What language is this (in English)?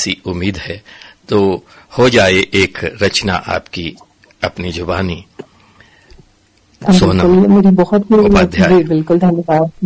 Hindi